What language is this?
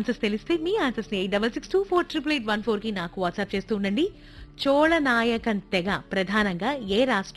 Telugu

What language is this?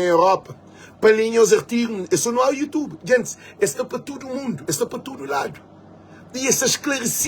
Kabuverdianu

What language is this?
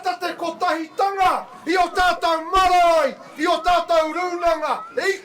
Māori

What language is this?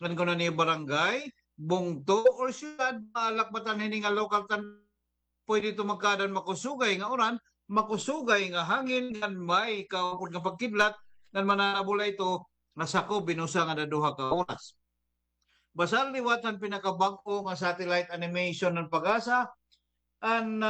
Waray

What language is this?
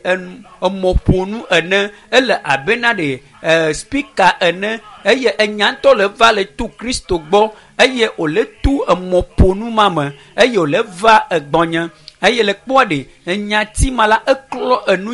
Ewe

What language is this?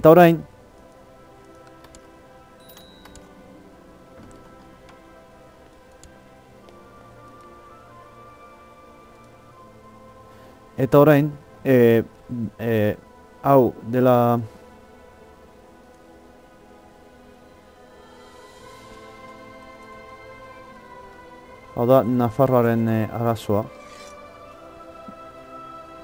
Basque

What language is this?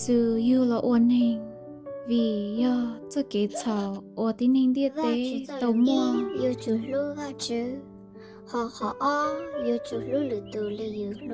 Hmong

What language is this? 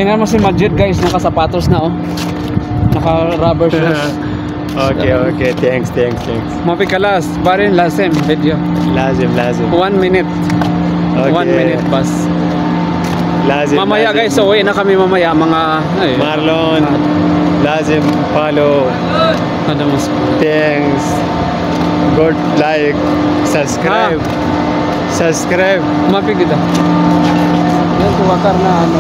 Filipino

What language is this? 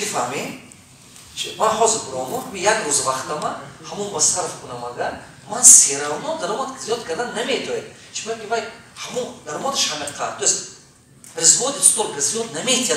Tajik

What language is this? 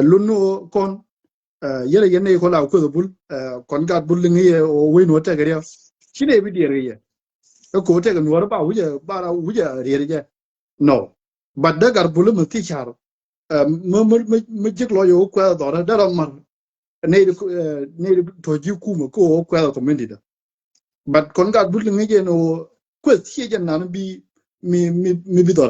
Nuer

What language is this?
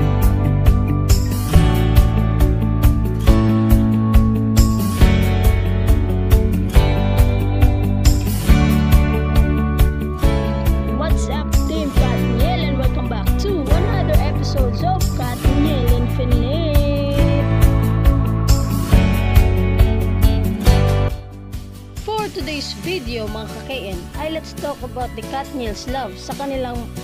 Filipino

